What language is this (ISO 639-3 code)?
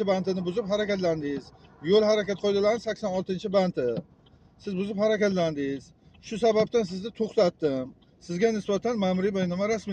uzb